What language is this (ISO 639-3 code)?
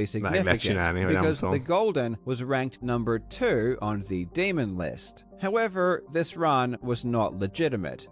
hun